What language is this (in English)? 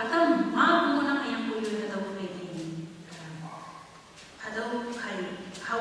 Konyak Naga